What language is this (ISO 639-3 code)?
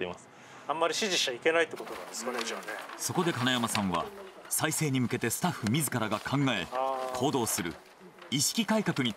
jpn